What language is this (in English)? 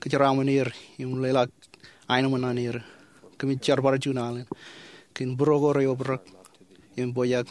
Marshallese